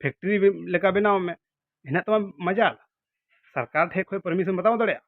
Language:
Santali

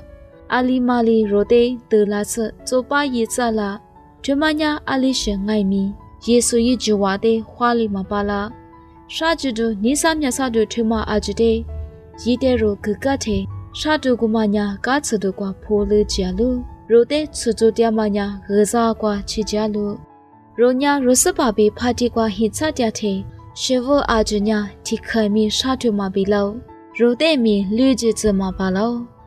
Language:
Lisu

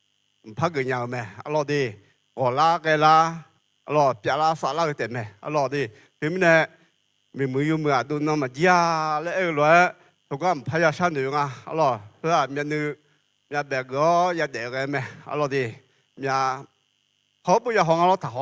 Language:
Akha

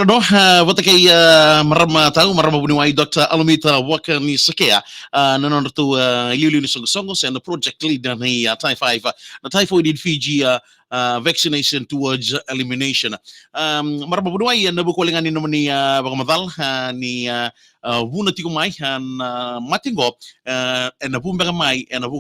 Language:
Fijian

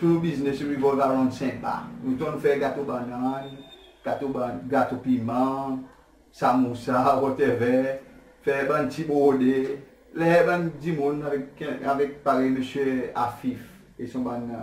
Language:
Seselwa Creole French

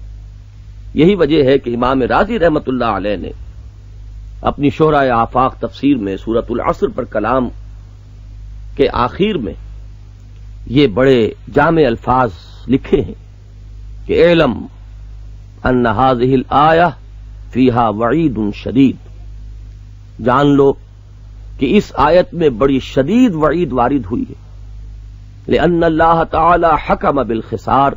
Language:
Urdu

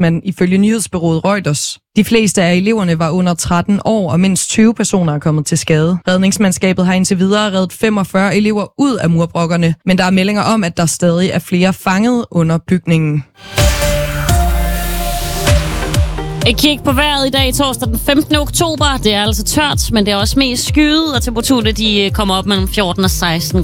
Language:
Danish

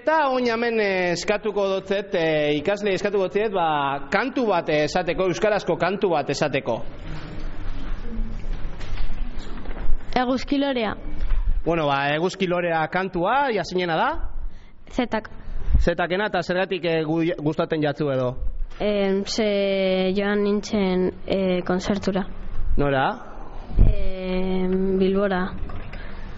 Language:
Basque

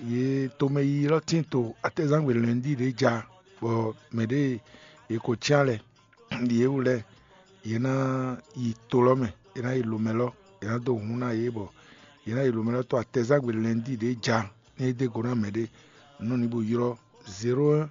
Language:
Fon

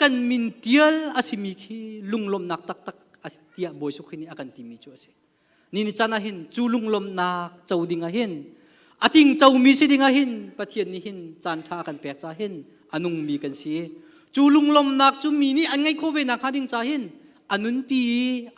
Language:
Hakha Chin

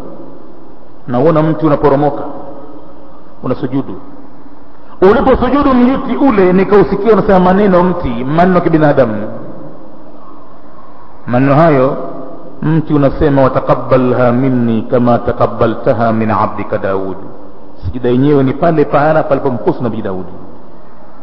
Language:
Swahili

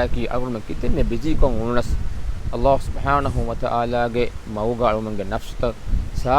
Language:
Divehi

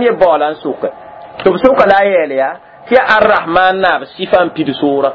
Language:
Mossi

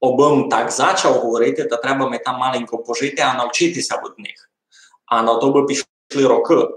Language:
Rusyn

